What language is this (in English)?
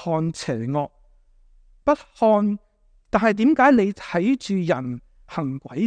Cantonese